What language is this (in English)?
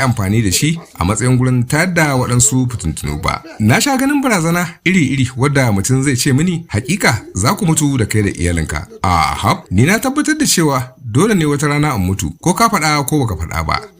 Hausa